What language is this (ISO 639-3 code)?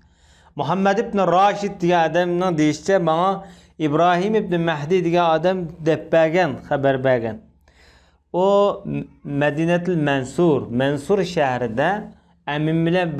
uig